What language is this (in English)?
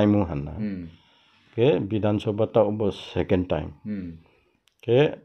Riang (India)